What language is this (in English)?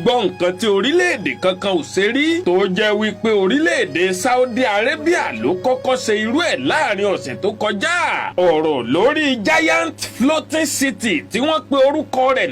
Yoruba